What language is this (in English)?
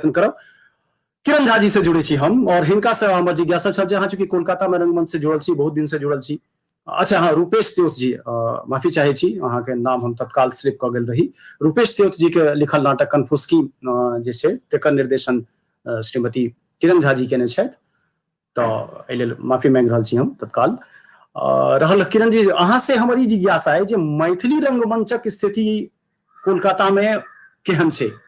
Maithili